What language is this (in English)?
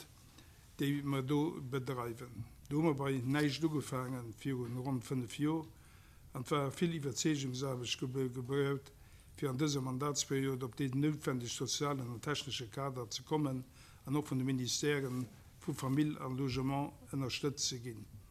Luxembourgish